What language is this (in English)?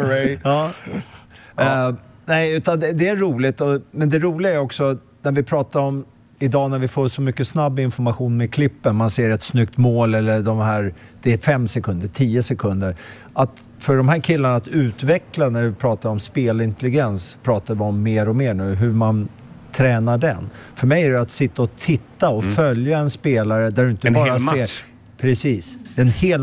Swedish